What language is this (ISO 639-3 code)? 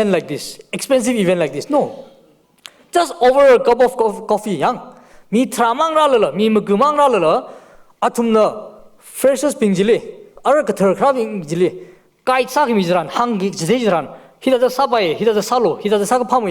nmf